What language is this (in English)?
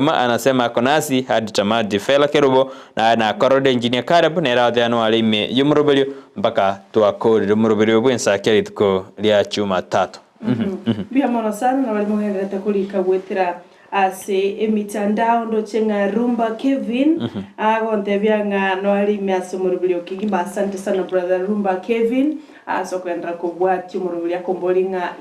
Gusii